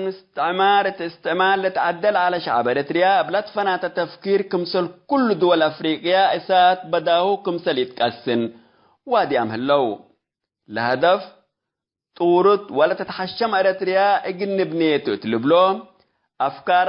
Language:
Tigre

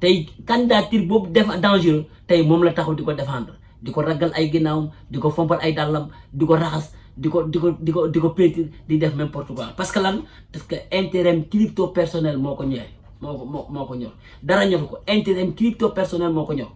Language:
Wolof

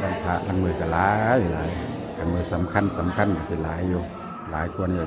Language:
Pali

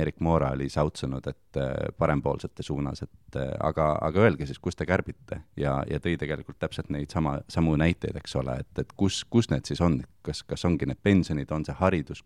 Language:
Estonian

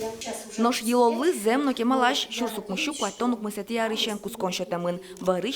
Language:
Udmurt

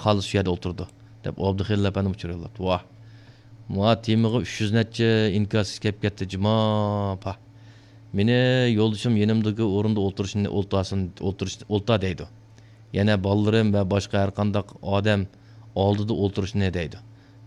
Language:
Uyghur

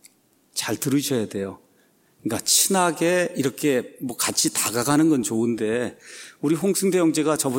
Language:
Korean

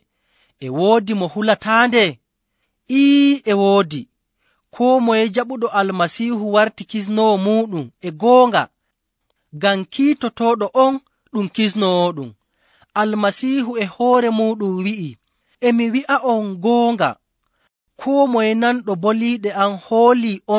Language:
Nigerian Fulfulde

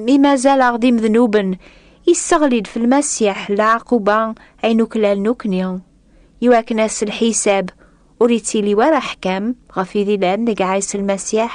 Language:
Kabyle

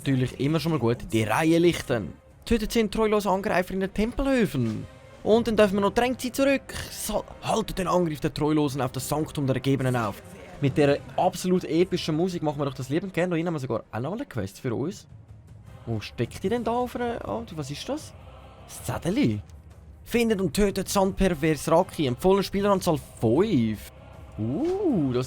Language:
Swiss German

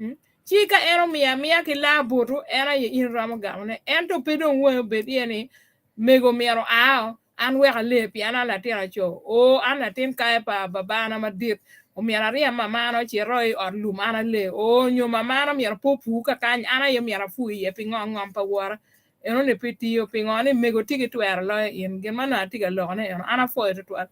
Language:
Acoli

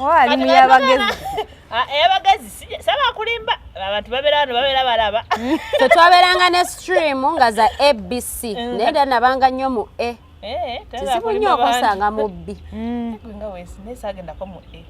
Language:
Ganda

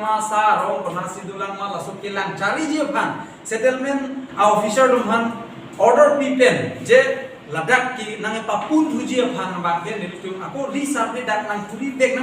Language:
Karbi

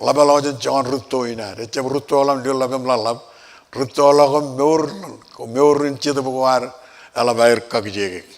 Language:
Marshallese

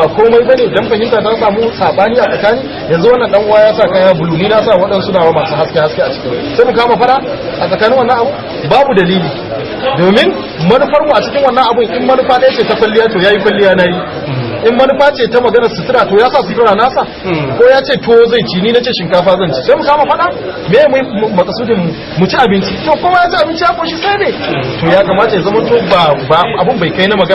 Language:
Hausa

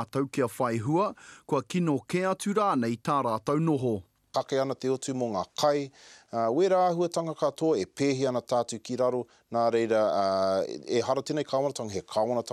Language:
Māori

